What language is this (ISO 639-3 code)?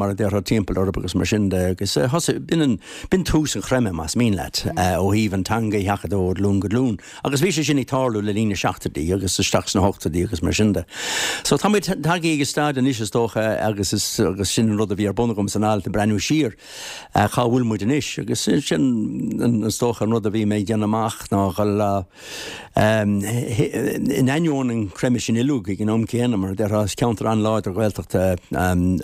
gle